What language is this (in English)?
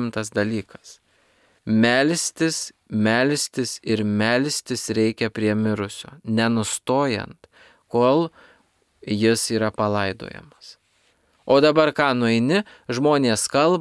Lithuanian